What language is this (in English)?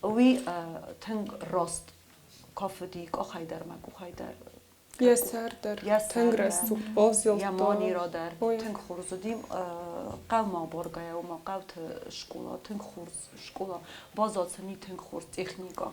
Ossetic